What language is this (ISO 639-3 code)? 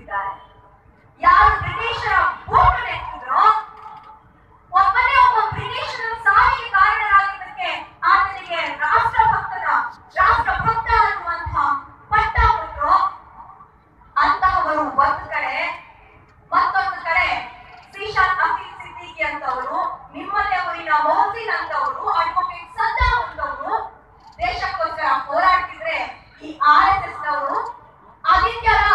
kan